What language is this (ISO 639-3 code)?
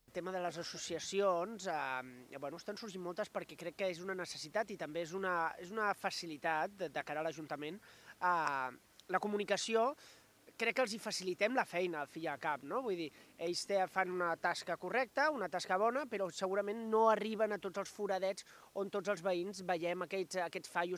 cat